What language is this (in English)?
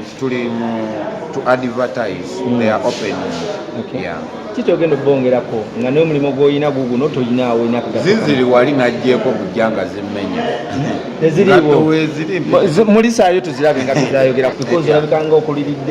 Ganda